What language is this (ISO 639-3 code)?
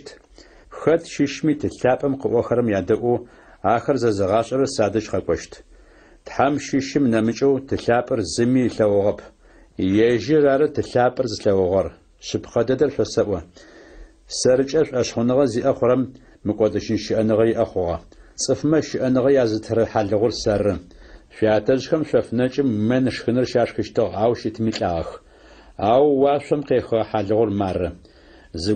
ady